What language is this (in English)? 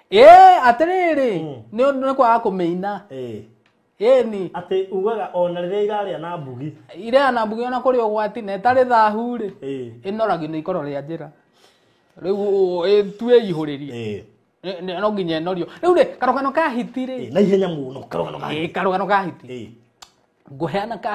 Kikuyu